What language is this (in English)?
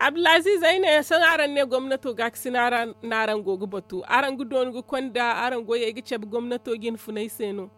Zarma